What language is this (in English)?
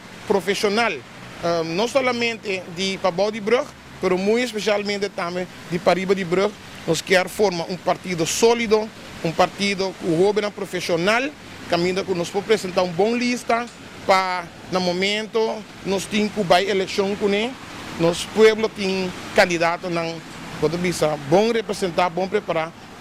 Papiamento